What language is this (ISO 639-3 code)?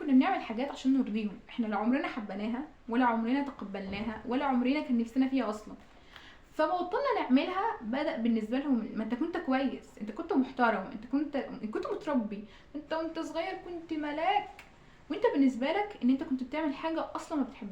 arz